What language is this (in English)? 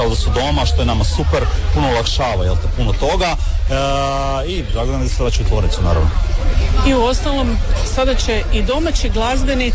Croatian